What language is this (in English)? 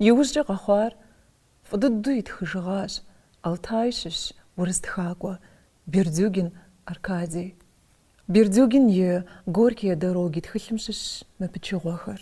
Kabardian